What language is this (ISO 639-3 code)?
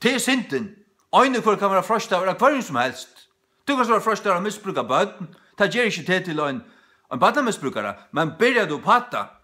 fao